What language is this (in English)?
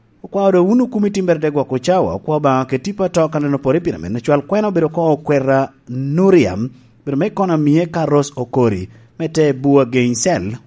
Lango (Uganda)